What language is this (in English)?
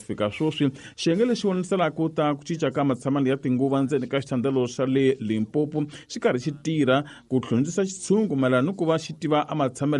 Tsonga